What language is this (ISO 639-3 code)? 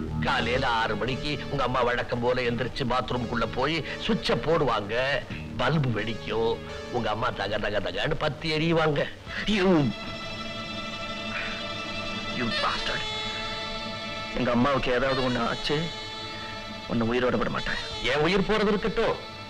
tam